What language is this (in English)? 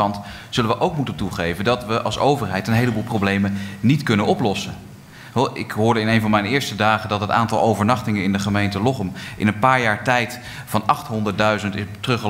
Dutch